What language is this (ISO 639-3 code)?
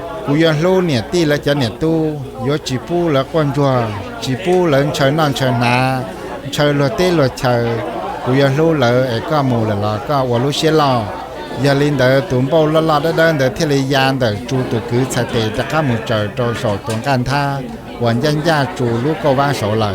hmn